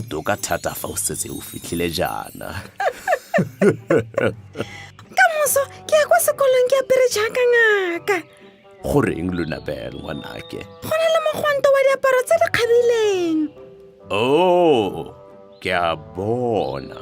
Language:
Tswana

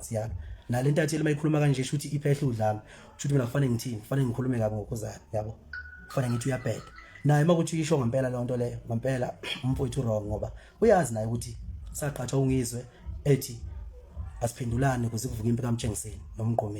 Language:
Zulu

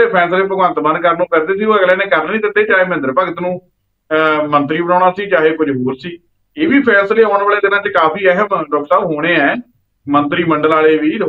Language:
Punjabi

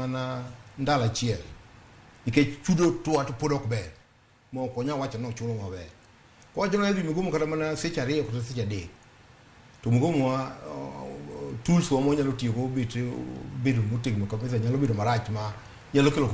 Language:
Luo (Kenya and Tanzania)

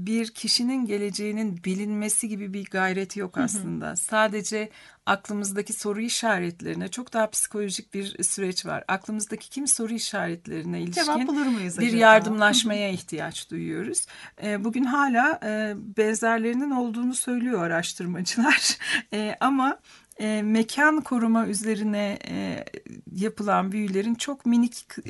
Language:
Turkish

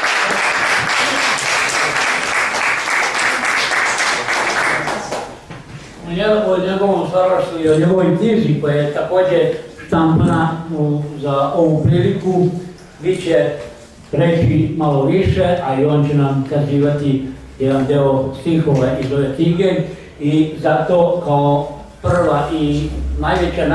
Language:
Serbian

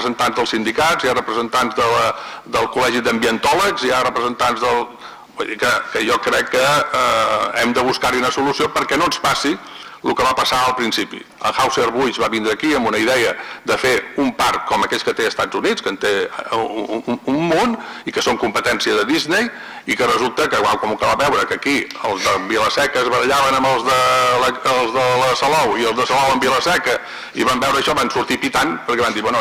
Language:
Catalan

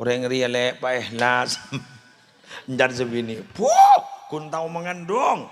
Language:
Madurese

